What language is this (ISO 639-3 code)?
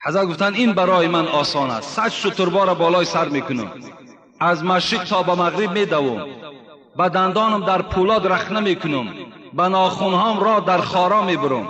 tgk